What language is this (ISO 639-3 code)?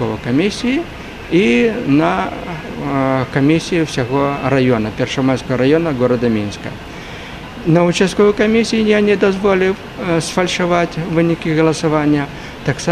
bel